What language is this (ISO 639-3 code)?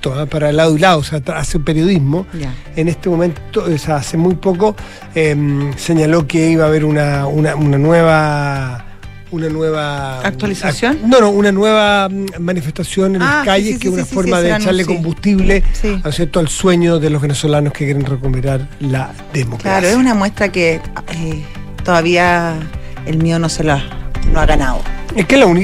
spa